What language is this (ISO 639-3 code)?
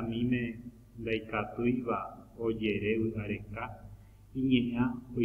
grn